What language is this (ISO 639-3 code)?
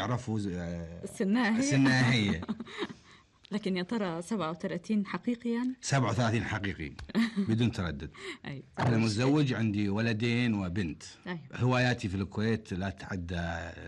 afb